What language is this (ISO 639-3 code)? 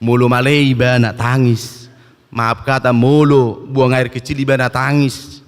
bbc